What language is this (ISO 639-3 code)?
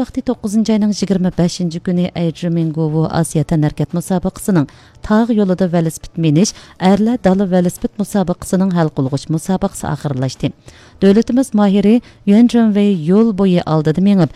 uig